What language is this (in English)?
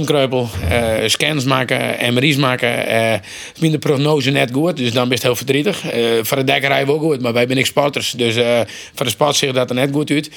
Western Frisian